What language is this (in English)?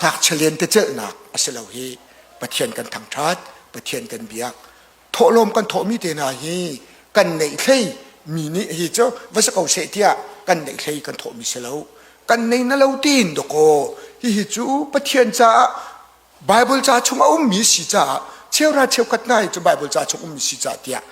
Hakha Chin